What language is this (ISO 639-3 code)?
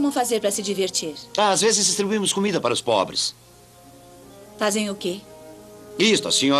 por